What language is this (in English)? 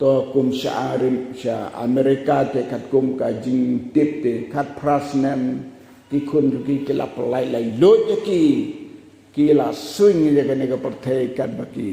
Khasi